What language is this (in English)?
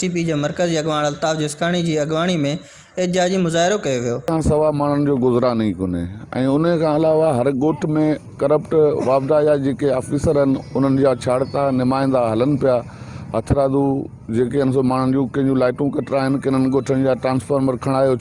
Sindhi